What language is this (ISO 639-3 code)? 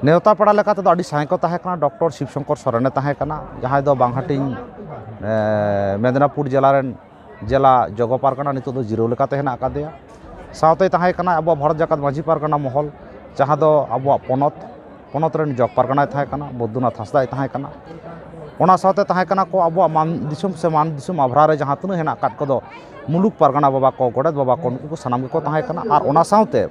sat